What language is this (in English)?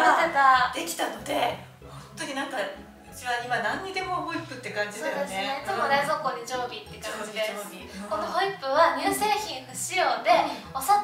Japanese